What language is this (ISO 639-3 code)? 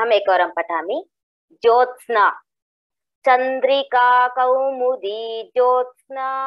san